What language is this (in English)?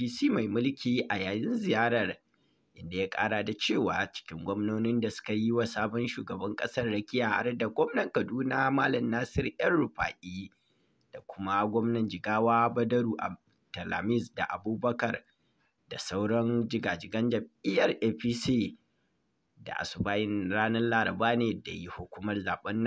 Hausa